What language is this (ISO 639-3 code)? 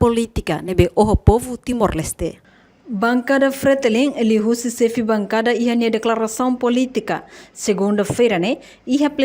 tet